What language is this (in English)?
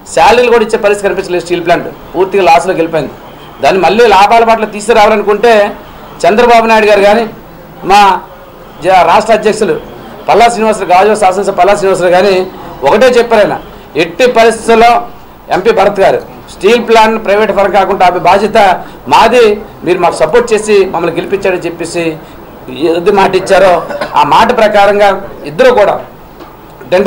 Telugu